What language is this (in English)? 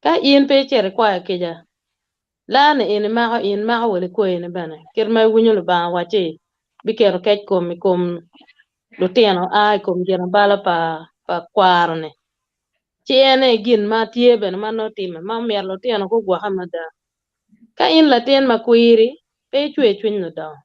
Acoli